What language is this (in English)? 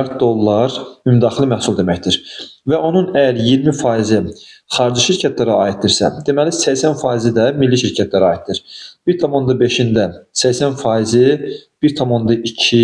Azerbaijani